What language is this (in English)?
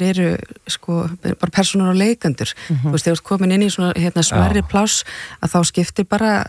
Icelandic